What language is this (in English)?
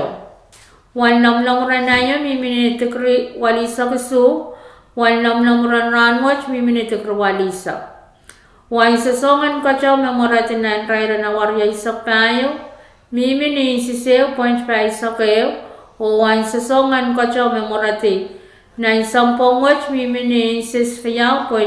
Pohnpeian